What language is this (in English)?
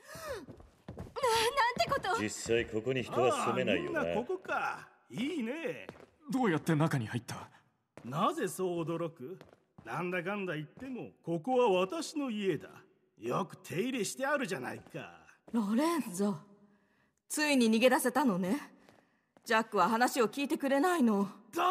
Japanese